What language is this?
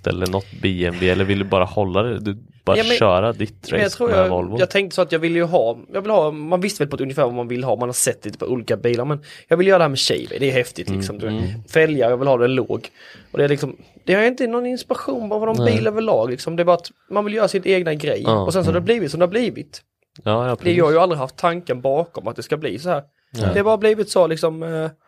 Swedish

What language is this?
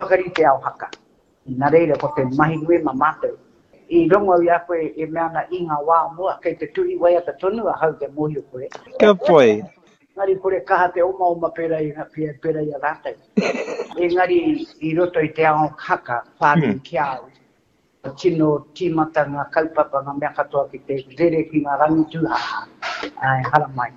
Māori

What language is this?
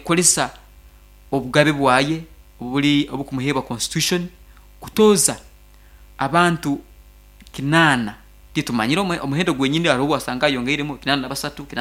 Nyankole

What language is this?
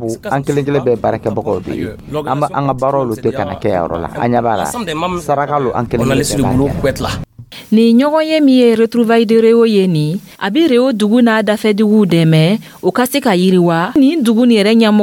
Dyula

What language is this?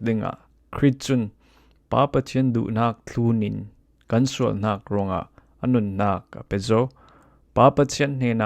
Falam Chin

